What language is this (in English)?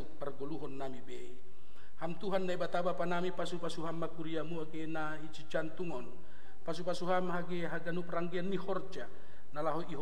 Batak Simalungun